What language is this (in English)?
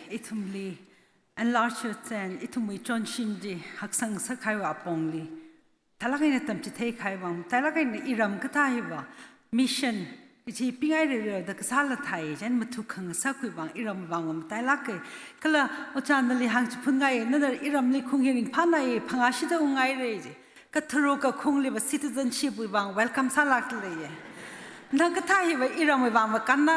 Tangkhul Naga (India)